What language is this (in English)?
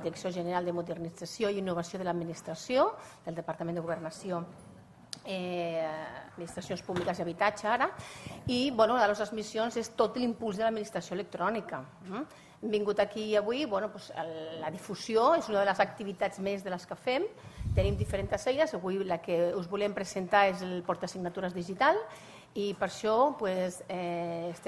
Catalan